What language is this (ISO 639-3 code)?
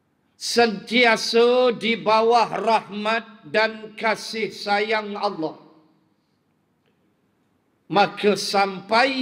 msa